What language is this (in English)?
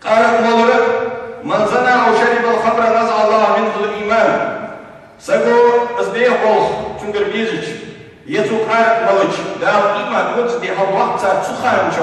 Ingush